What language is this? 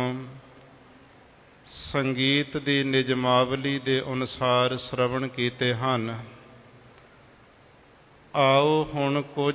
Punjabi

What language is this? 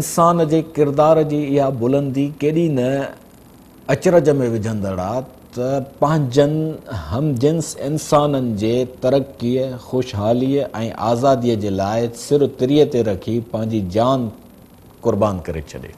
Sindhi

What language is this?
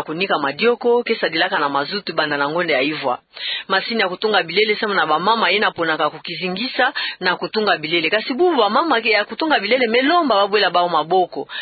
Kituba (Democratic Republic of Congo)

